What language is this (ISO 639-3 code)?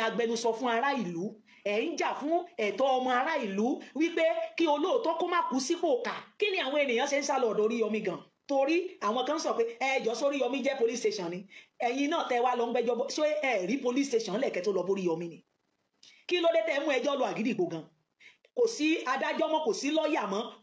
yor